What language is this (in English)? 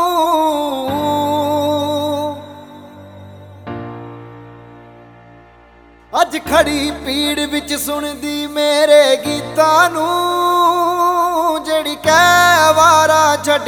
Punjabi